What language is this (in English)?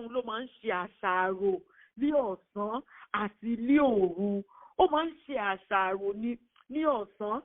Yoruba